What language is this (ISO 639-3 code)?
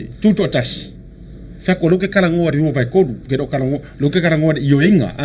smo